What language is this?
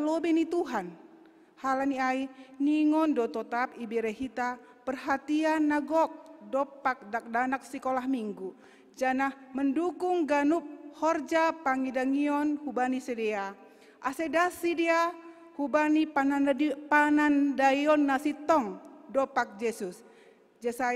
Batak Simalungun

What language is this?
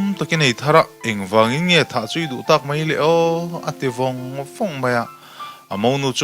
Mizo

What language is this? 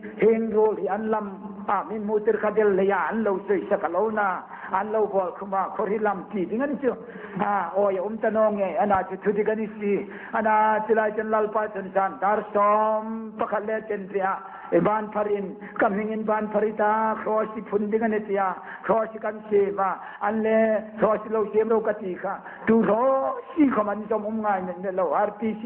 Hmar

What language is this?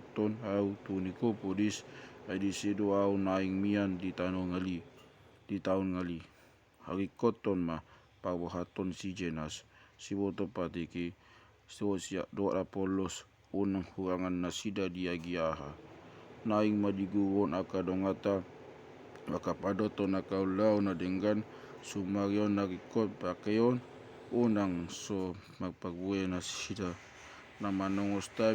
Batak Toba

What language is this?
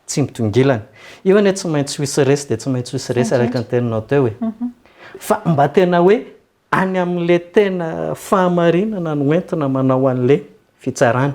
Malagasy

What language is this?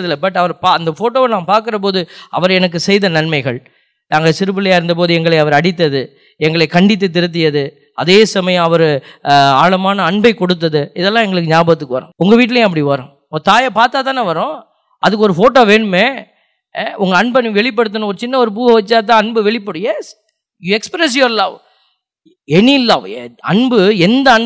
Tamil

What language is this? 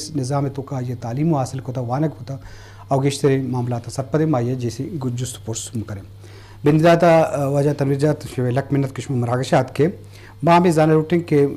Eastern Balochi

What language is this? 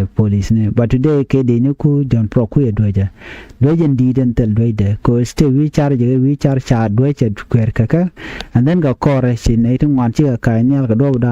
Nuer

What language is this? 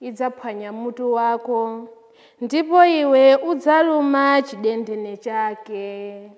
Nyanja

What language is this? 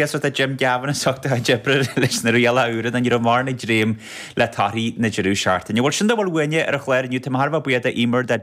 Irish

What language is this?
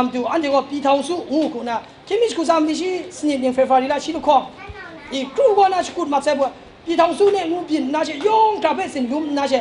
Kachin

